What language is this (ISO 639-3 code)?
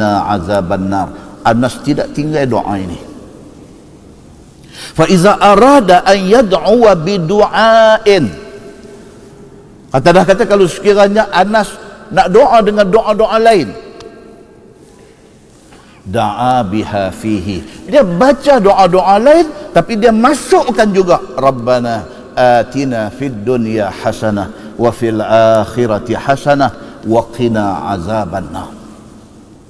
msa